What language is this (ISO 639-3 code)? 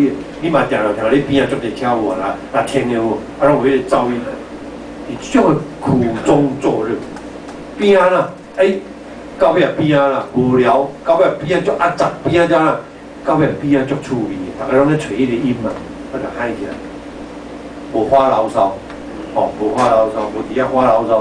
nan